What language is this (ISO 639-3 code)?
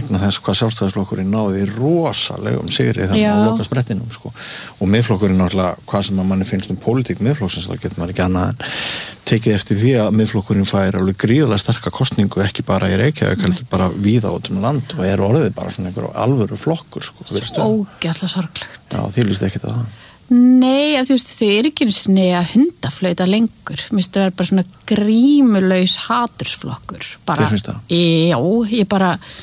isl